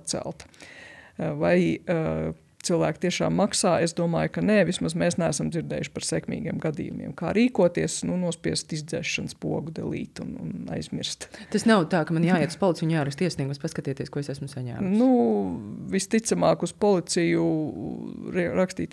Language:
Latvian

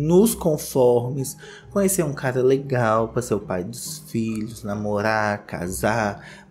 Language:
Portuguese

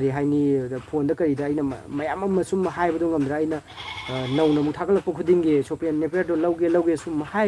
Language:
Manipuri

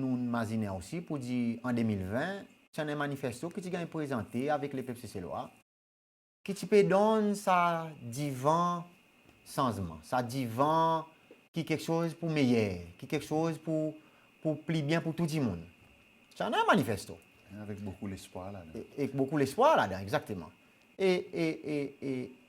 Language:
Seselwa Creole French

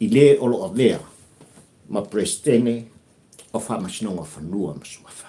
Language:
Samoan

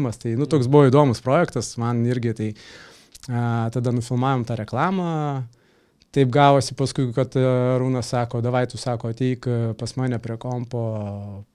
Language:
Lithuanian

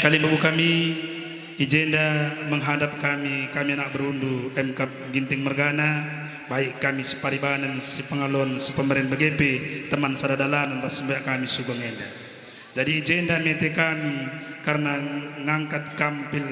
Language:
Batak Karo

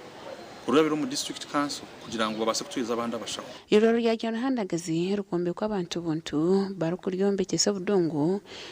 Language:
Nyankole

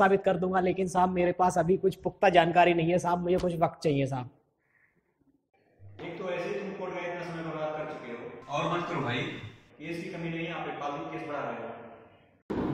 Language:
Hindi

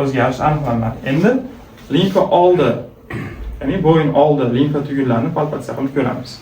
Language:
Uzbek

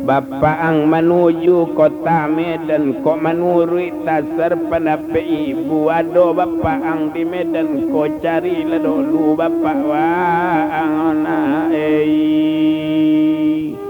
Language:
Minangkabau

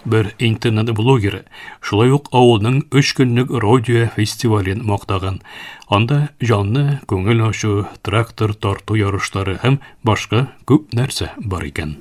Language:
Tatar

